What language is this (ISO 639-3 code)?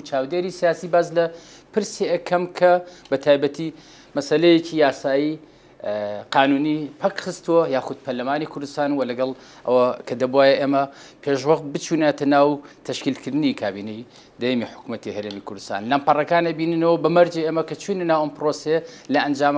ckb